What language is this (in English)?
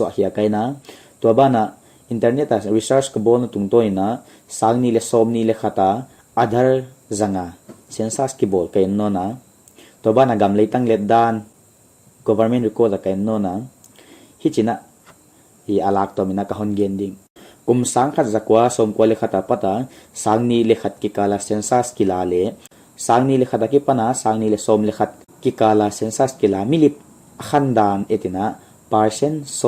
Paite Chin